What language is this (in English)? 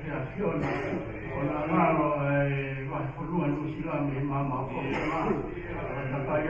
Tongan